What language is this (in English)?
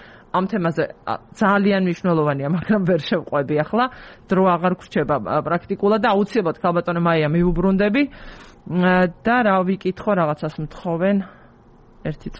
Georgian